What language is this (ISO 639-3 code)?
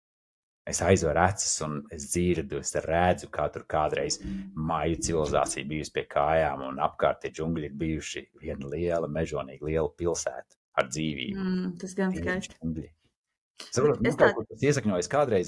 lav